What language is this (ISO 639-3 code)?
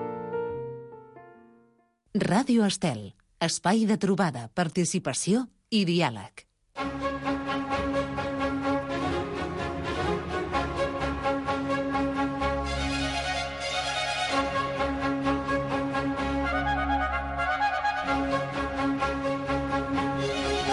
cat